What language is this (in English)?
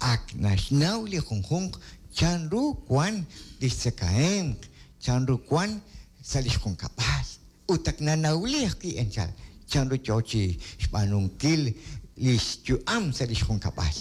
Kekchí